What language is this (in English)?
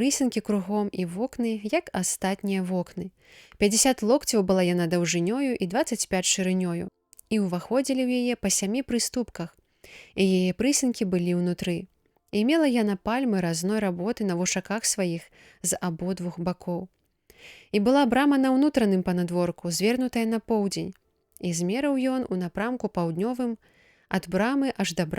Belarusian